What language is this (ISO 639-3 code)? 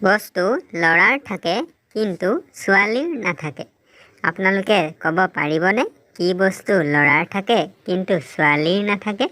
asm